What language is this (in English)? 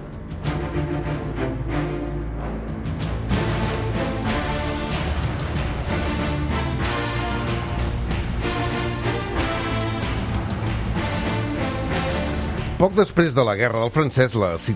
Catalan